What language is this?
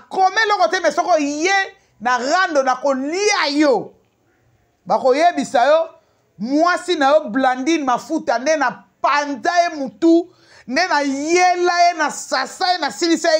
Lingala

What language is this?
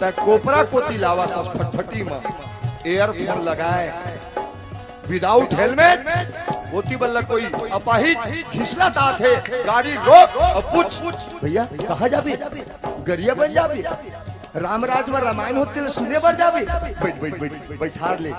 Chhattisgarhi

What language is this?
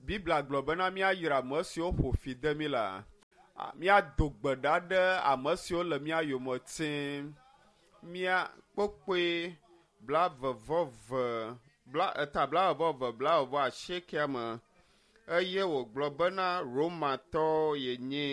Ewe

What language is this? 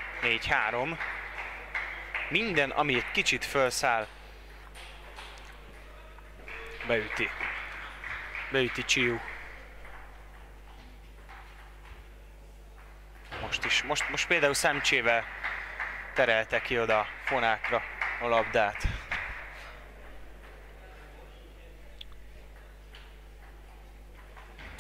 Hungarian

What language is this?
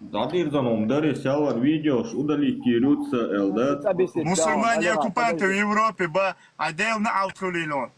Chechen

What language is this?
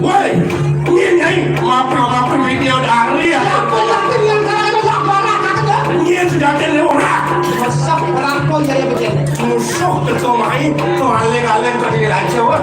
Balinese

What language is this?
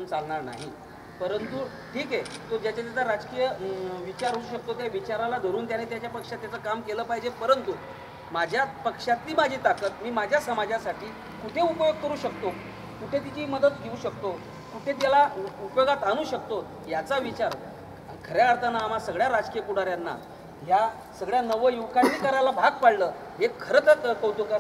Marathi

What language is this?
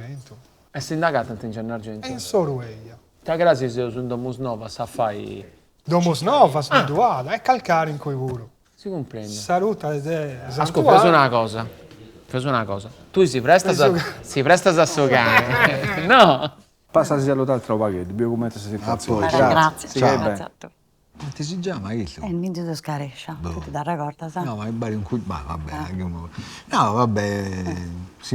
Sardinian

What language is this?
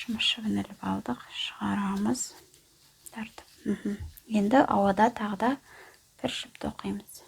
Kazakh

